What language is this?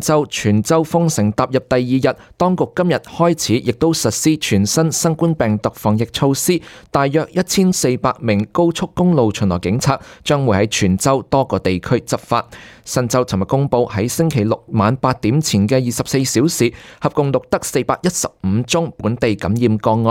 Cantonese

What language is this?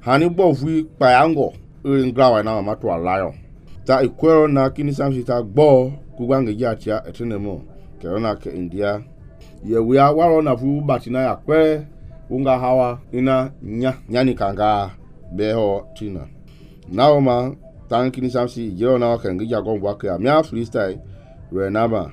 Mende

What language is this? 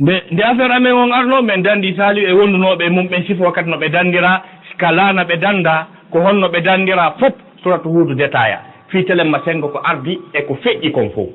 Fula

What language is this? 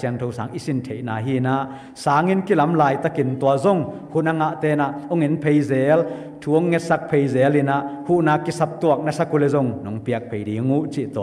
Tedim Chin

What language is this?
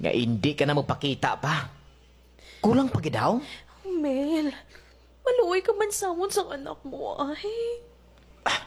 Hiligaynon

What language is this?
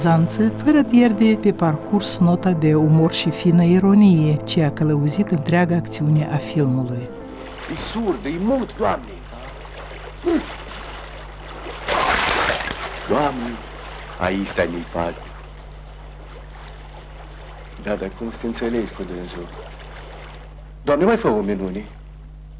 Romanian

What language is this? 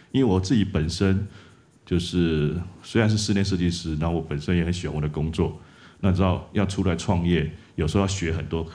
Chinese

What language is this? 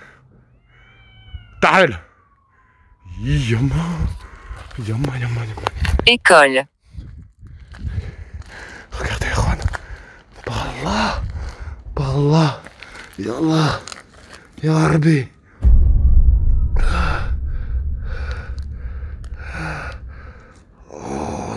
French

